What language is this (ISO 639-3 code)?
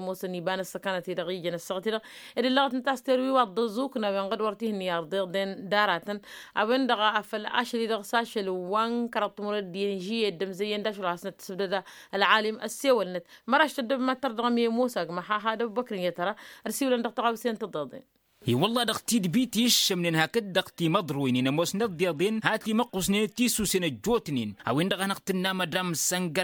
taq